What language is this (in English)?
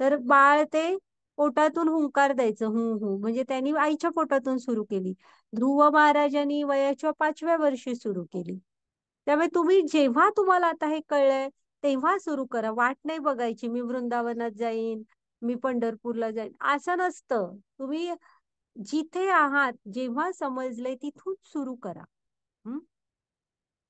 Marathi